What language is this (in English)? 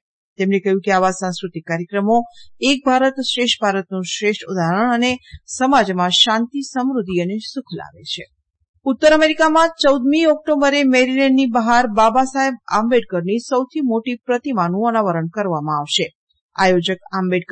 Gujarati